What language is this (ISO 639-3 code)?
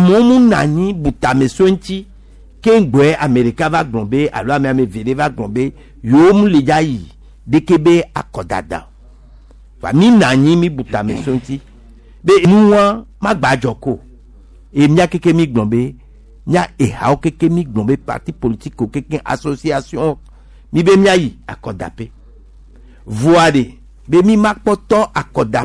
gej